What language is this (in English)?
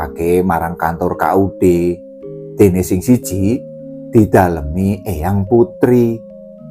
Javanese